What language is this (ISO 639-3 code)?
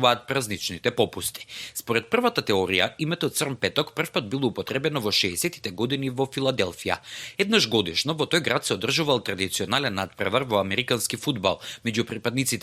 mkd